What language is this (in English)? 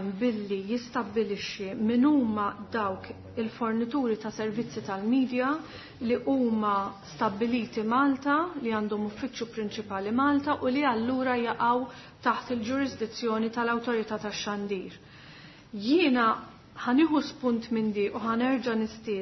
Maltese